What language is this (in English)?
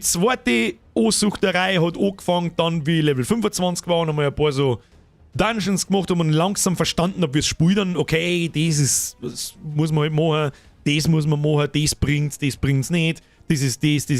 Bavarian